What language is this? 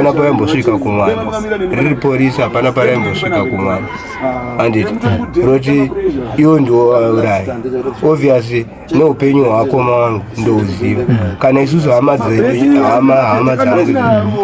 Shona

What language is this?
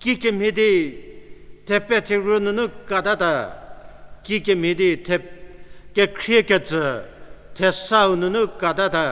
Angami Naga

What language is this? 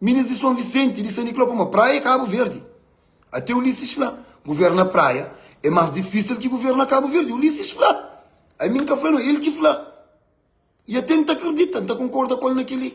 Kabuverdianu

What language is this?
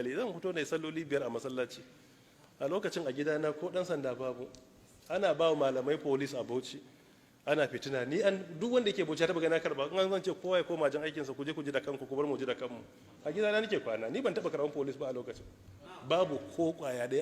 Hausa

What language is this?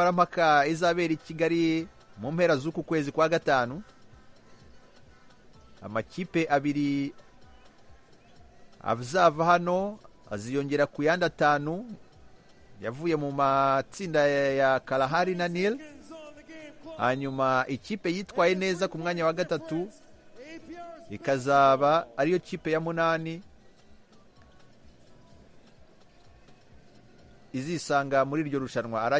Kinyarwanda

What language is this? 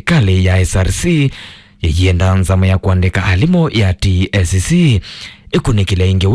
Kamba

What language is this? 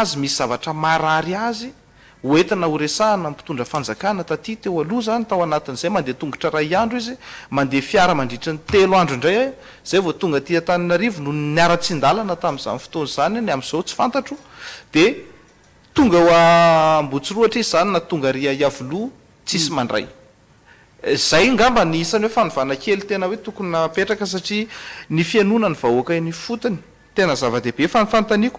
Malagasy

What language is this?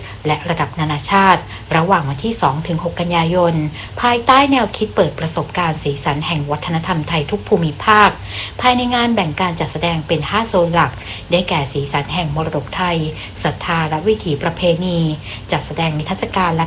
Thai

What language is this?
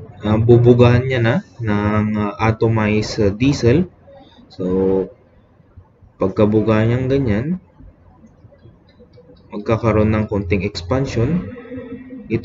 Filipino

